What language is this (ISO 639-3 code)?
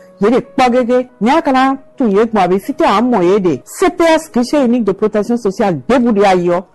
fon